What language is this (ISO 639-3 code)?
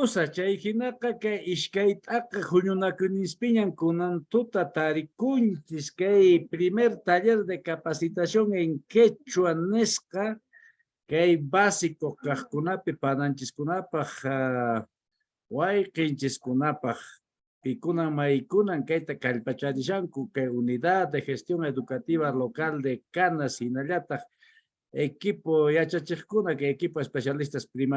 que